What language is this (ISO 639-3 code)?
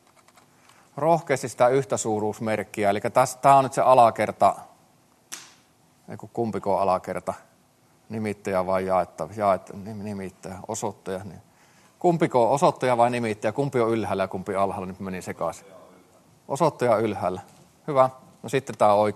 fin